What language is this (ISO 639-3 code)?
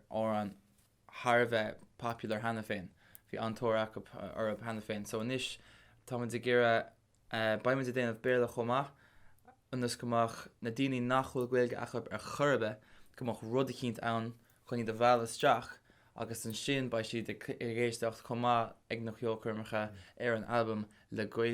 gle